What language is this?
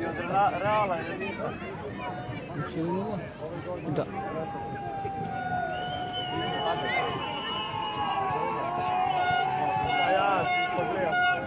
Croatian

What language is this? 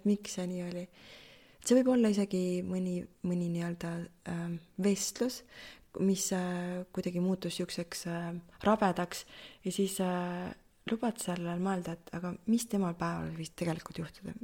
Estonian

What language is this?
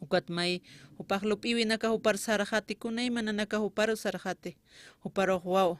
Aymara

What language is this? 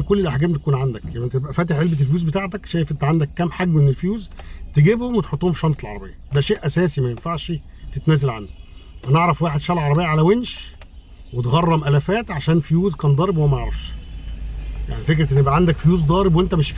Egyptian Arabic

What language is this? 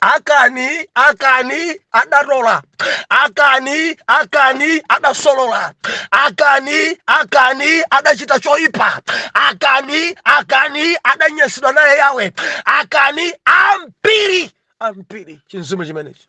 Nyanja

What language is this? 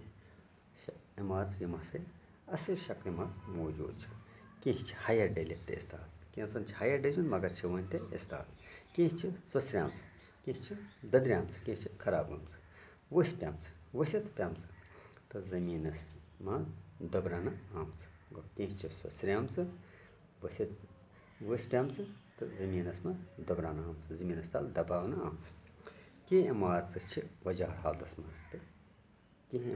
Kashmiri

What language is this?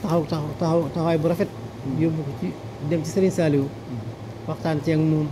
Wolof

